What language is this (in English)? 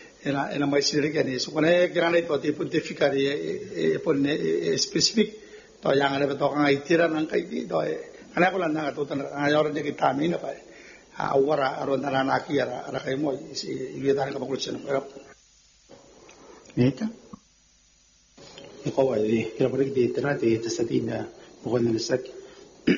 Gilbertese